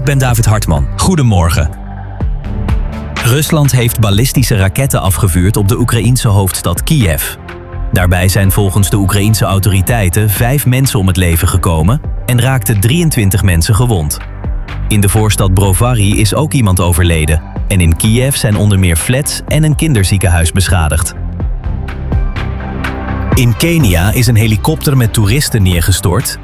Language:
Dutch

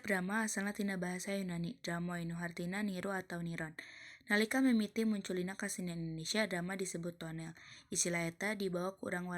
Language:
Sundanese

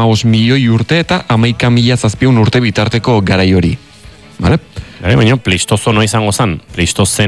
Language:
Basque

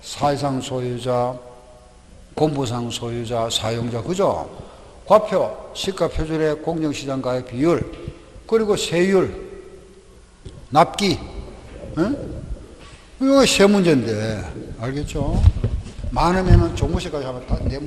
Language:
Korean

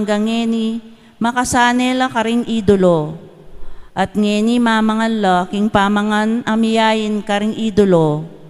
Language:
Pampanga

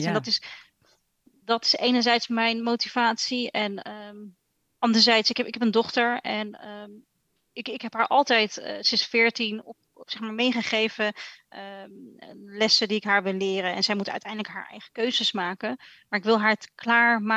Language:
Dutch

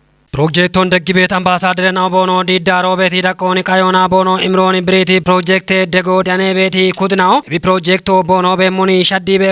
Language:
Kafa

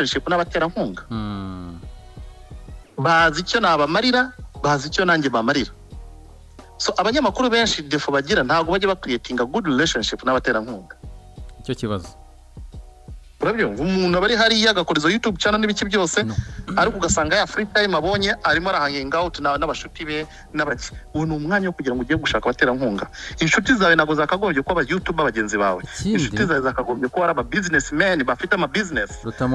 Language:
Kinyarwanda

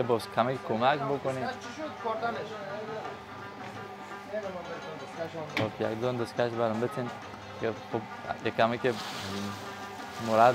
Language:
Persian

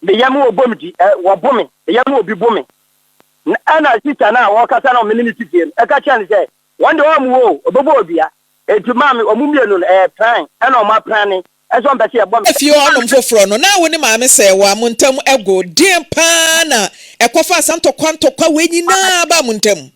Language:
Akan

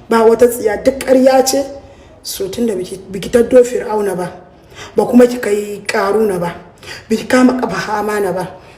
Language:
Hausa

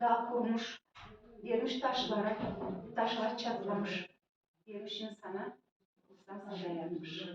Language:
Gagauz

